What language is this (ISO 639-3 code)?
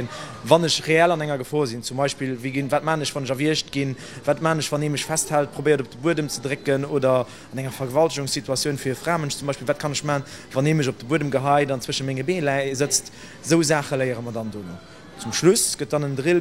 ltz